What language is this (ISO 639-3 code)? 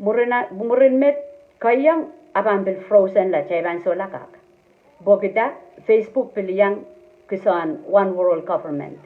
pon